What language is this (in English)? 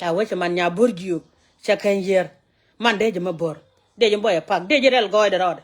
Nuer